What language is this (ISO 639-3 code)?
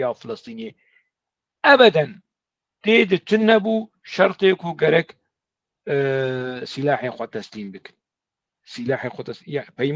kur